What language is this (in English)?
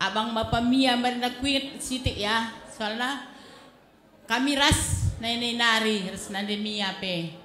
Batak Karo